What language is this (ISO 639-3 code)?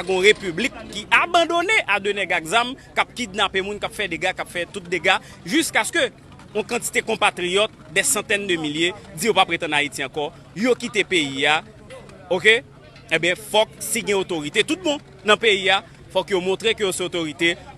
hat